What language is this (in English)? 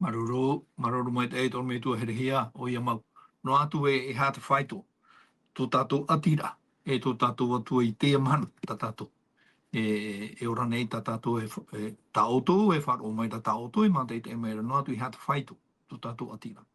Tahitian